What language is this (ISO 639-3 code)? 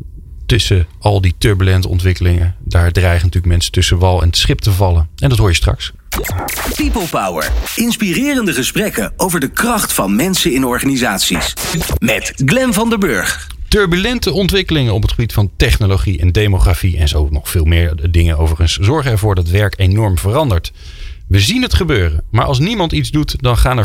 nld